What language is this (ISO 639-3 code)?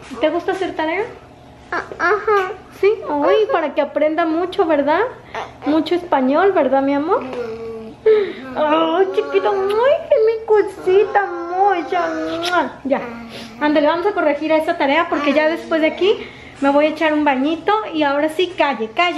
spa